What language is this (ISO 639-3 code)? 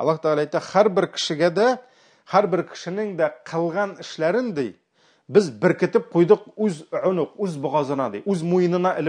tat